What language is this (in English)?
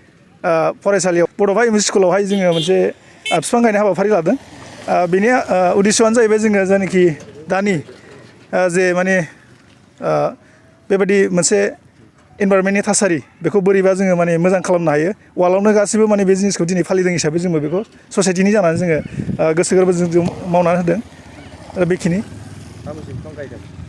Bodo